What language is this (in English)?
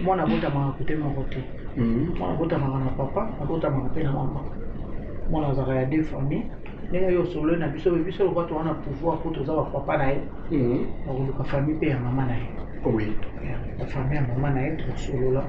Lingala